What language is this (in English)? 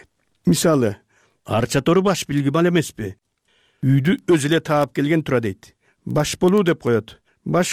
Kyrgyz